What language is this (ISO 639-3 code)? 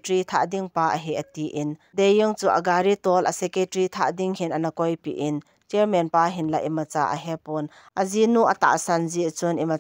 tcz